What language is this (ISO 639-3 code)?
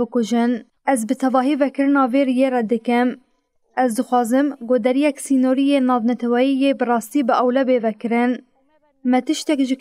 kur